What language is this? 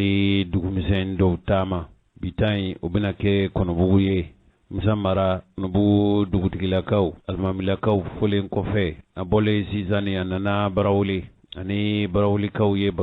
Bambara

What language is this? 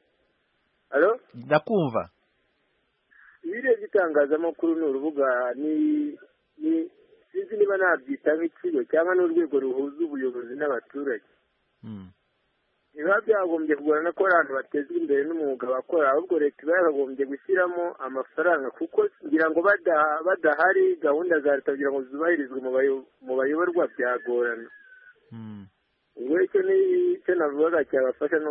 Kinyarwanda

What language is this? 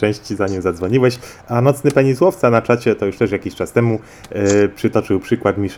Polish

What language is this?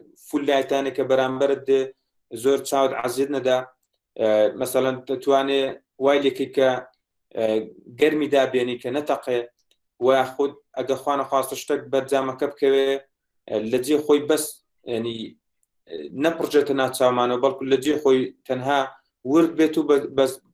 Central Kurdish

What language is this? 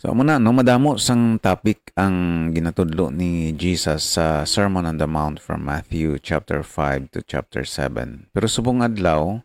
Hiligaynon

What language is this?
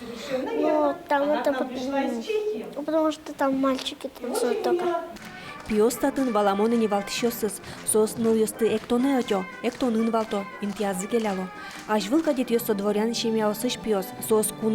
Udmurt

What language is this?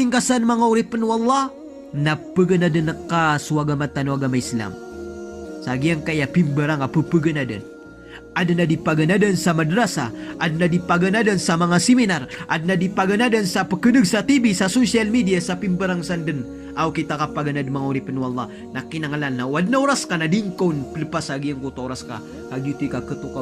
Maranao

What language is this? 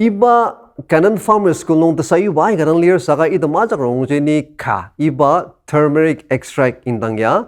Ao Naga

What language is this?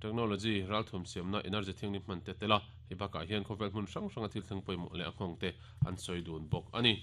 Mizo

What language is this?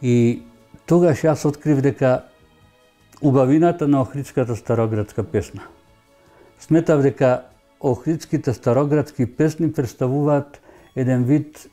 Macedonian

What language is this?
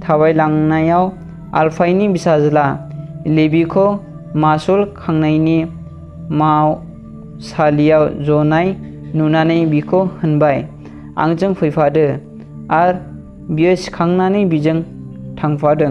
Bodo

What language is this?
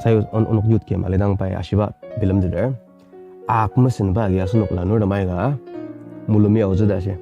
Ao Naga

